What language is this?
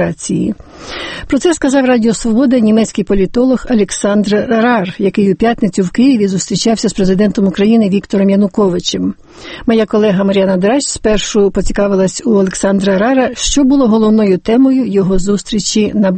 Ukrainian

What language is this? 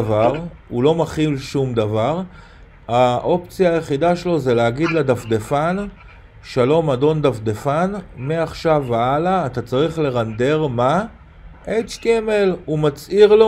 Hebrew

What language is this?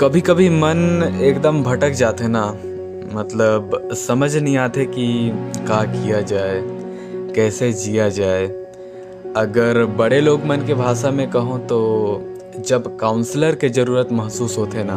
Chhattisgarhi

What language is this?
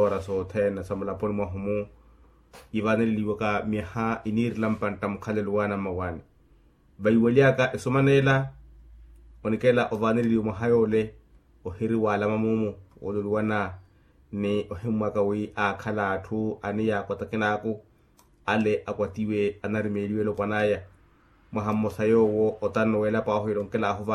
Makhuwa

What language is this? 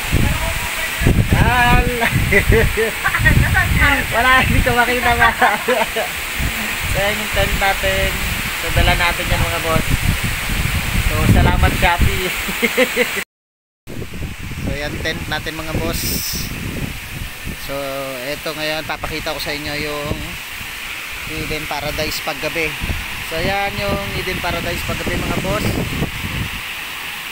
Filipino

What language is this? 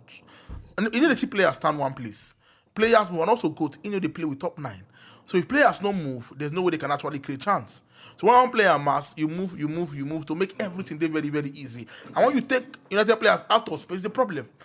Nigerian Pidgin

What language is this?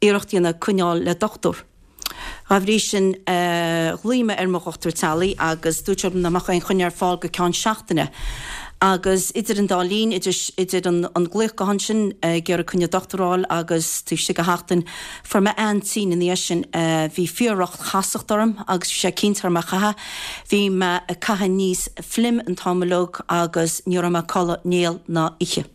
Irish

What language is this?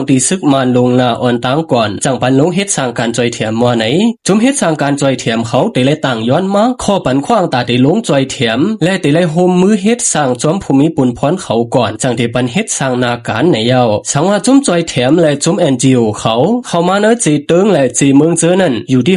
Shan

